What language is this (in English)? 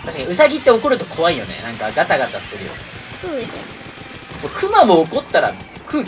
Japanese